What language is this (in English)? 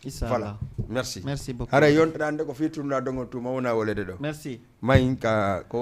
Fula